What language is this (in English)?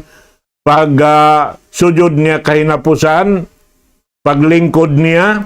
Tausug